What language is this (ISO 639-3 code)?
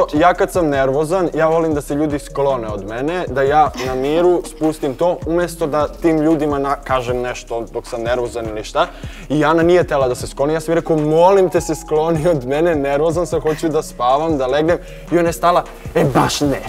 bos